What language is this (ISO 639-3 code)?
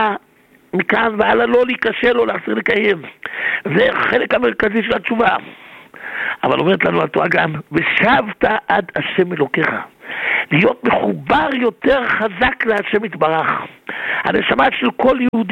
heb